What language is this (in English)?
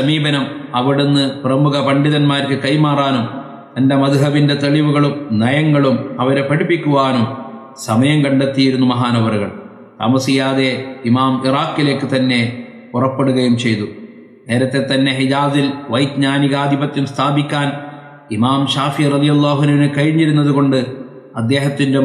Malayalam